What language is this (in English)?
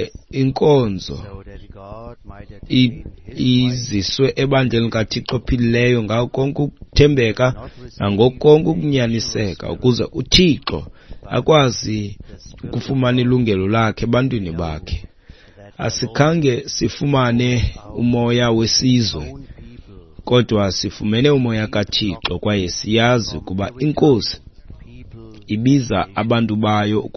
Xhosa